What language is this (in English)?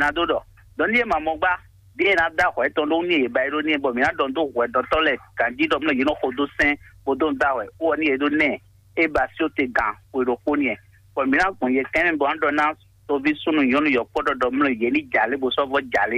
Fon